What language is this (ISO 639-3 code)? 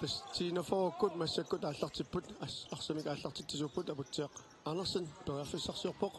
kal